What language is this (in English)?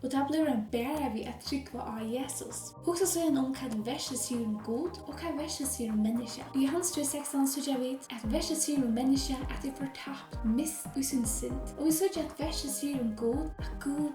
Faroese